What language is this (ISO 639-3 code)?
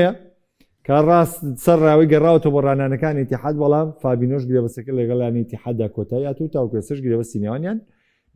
ckb